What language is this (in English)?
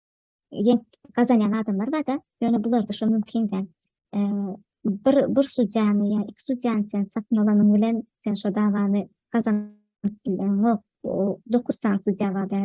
Turkmen